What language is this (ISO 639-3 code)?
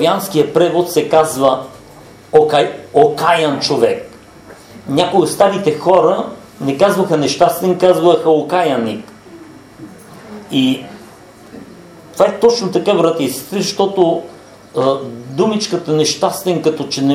bul